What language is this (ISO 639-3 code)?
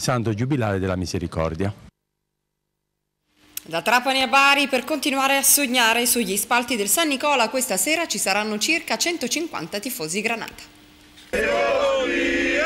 ita